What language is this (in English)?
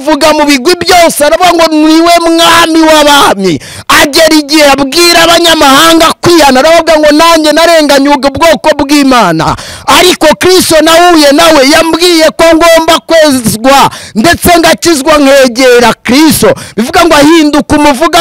Kinyarwanda